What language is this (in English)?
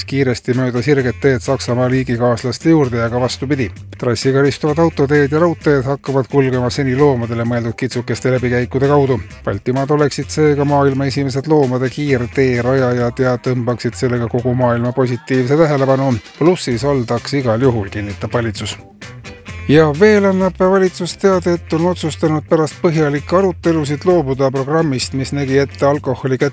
Estonian